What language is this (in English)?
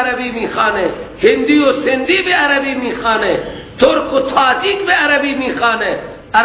Persian